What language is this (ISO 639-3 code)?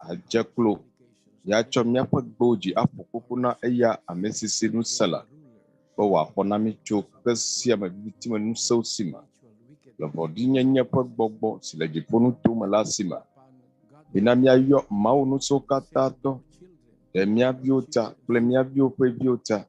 ewe